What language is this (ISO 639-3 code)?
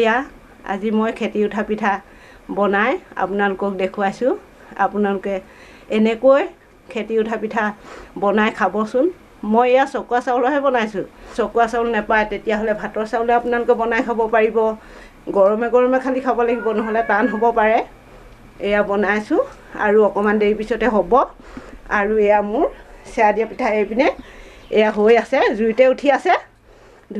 asm